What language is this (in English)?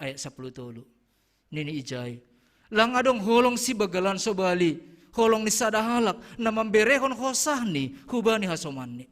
Batak Simalungun